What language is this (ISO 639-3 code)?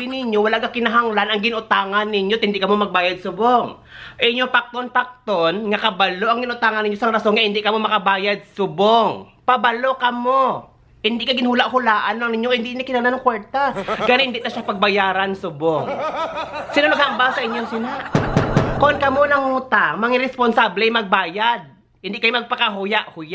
hil